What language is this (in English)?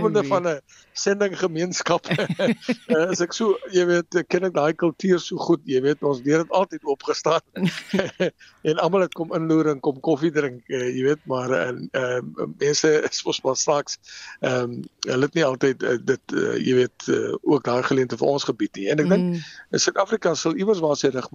Afrikaans